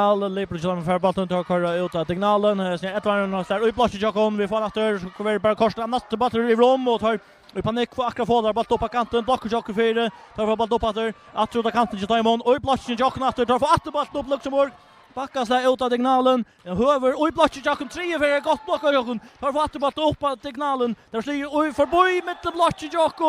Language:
Faroese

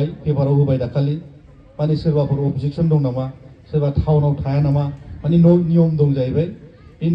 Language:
Bodo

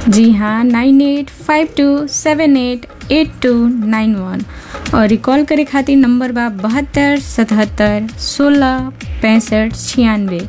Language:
Bhojpuri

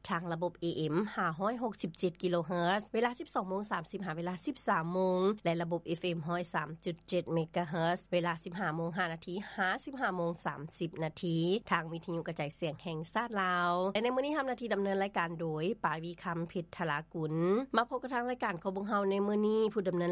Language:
Lao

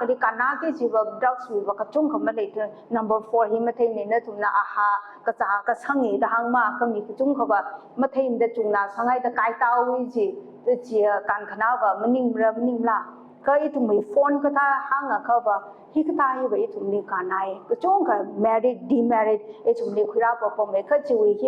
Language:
Tangkhul Naga (India)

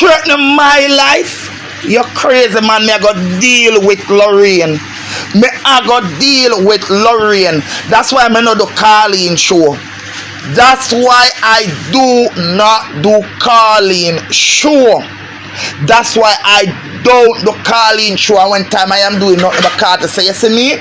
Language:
Jamaican Creole English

